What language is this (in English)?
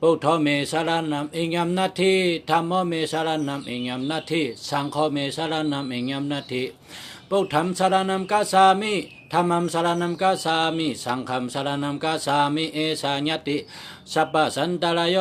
Shan